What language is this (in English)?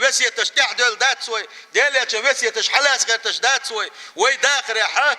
Chechen